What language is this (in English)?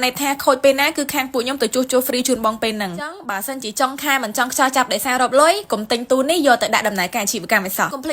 Khmer